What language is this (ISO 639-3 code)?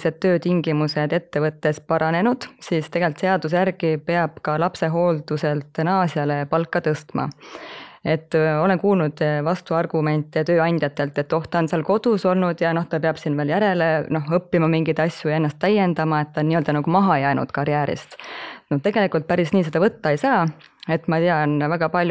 est